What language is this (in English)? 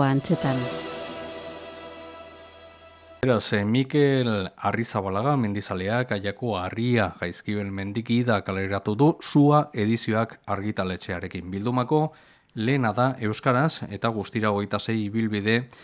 Basque